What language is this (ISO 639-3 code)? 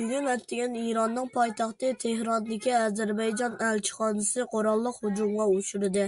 uig